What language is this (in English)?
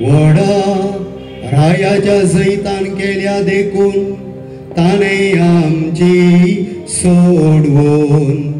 Konkani